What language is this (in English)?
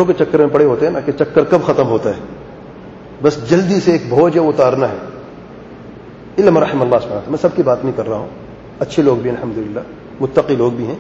Urdu